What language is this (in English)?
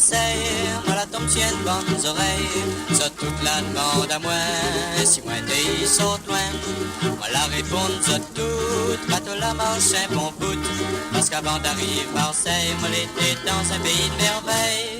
Morisyen